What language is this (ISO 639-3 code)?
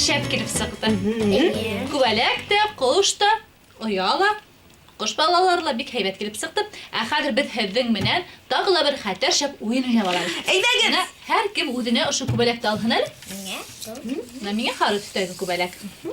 bak